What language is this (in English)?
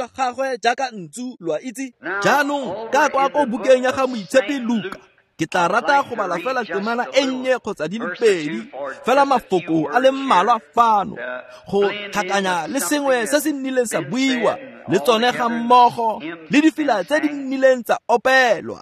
Tswana